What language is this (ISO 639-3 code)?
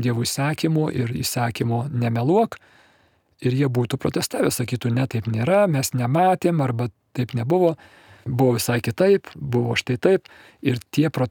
lit